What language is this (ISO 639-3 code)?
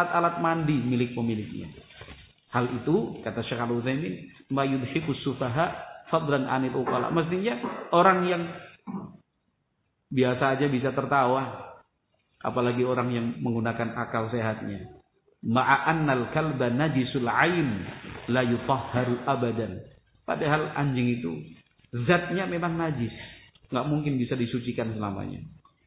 ind